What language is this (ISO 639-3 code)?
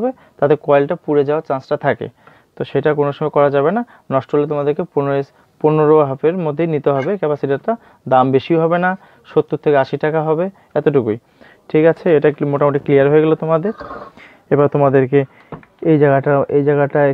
ben